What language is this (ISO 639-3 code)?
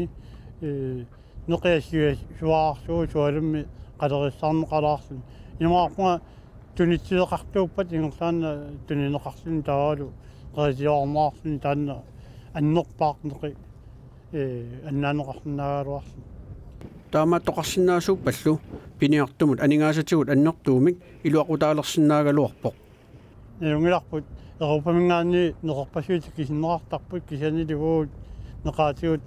kal